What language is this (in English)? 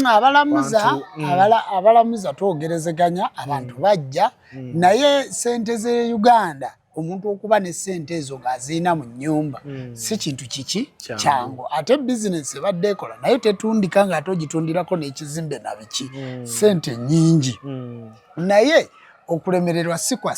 Ganda